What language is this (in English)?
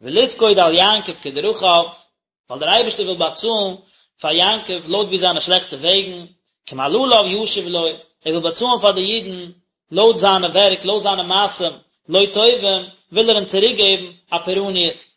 Yiddish